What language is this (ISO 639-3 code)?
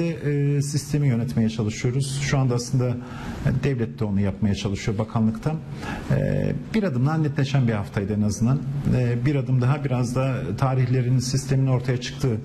tur